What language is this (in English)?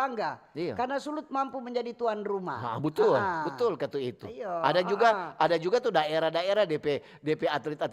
Manado Malay